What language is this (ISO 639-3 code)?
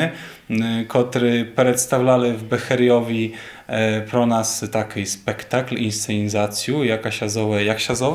rue